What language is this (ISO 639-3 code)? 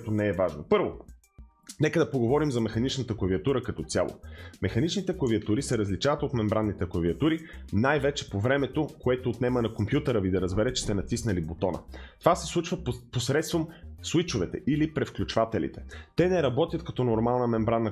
bul